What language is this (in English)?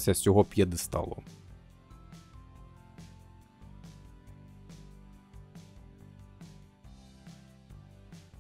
Ukrainian